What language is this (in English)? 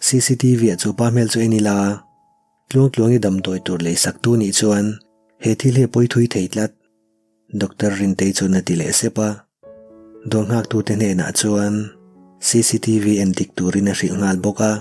Mizo